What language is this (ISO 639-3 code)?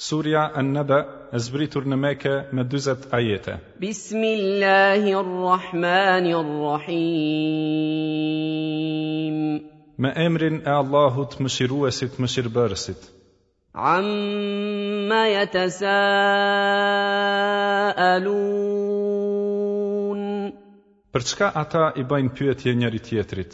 sqi